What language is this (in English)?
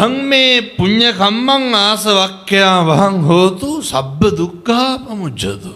Sinhala